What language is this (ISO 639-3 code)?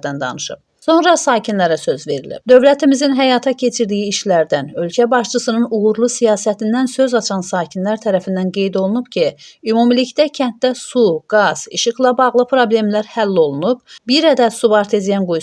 aze